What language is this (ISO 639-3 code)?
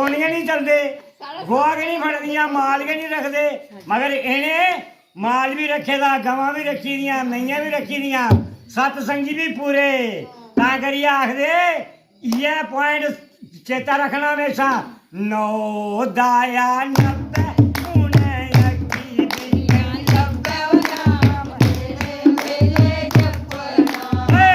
doi